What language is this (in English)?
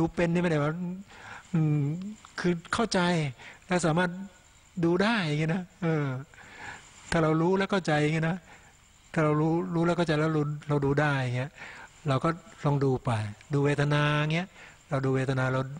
Thai